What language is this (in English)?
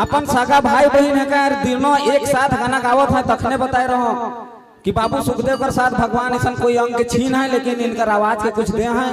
Sadri